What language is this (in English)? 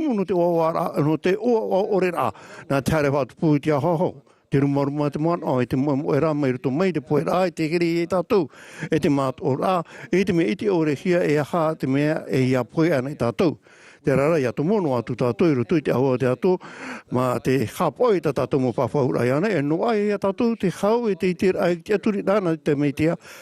Tahitian